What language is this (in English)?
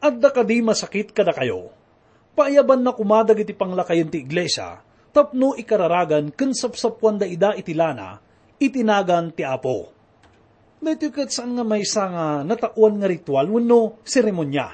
Iloko